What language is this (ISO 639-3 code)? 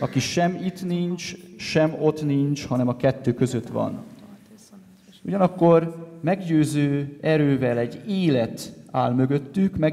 hun